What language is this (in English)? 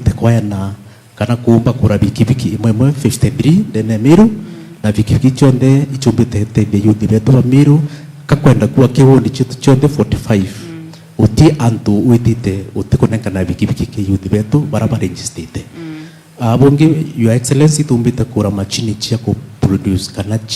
Meru